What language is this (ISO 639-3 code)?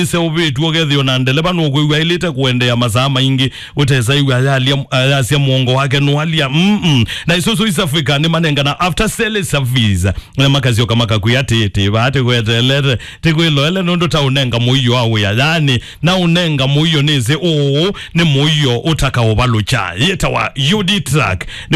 kam